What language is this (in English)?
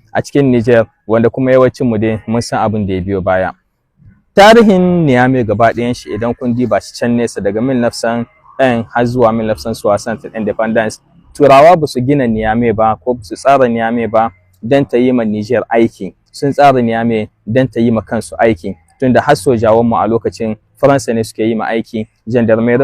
Hausa